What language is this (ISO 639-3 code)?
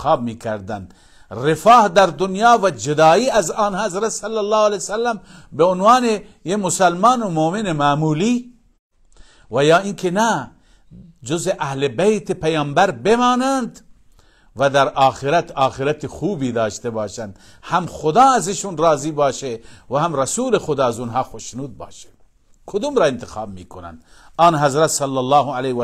fas